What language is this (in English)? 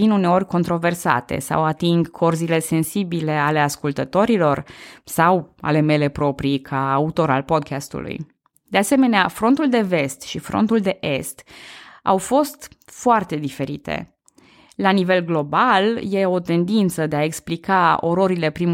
Romanian